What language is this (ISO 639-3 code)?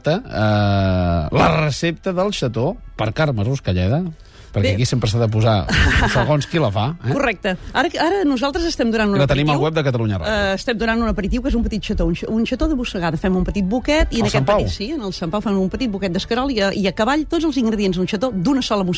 cat